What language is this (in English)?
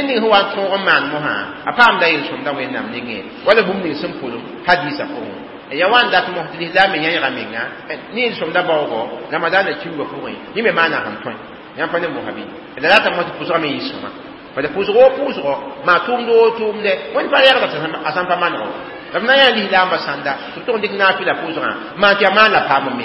Mossi